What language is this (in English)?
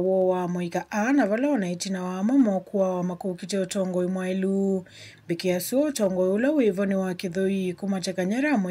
Kamba